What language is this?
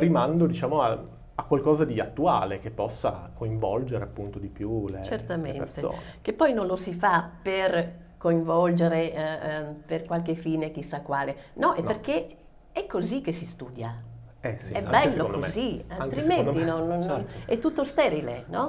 Italian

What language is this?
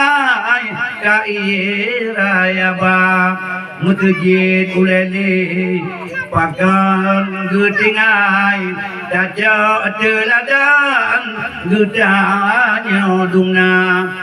Achinese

